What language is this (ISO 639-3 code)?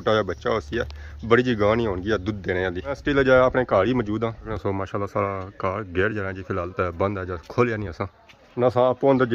phr